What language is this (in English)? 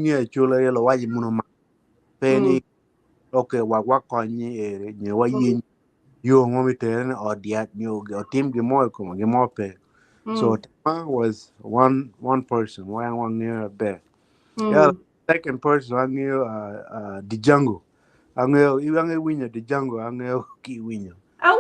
Acoli